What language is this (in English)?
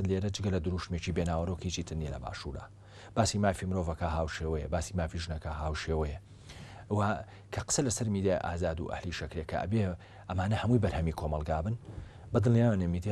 Central Kurdish